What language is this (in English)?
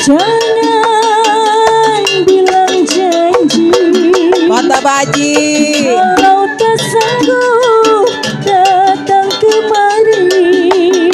Betawi